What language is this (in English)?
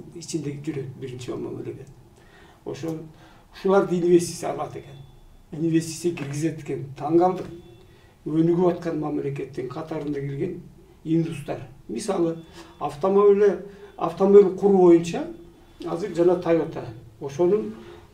Kyrgyz